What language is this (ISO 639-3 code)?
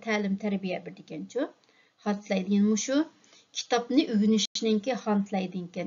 uig